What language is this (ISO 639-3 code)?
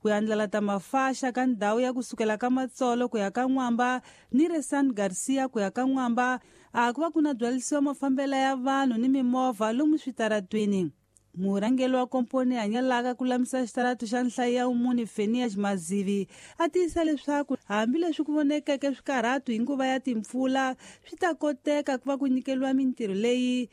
tso